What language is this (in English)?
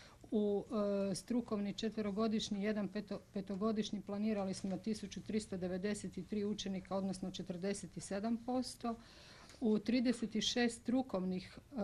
Croatian